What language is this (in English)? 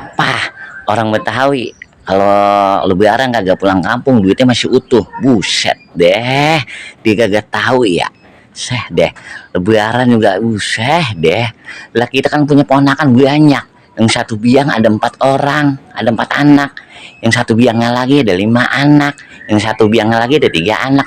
Betawi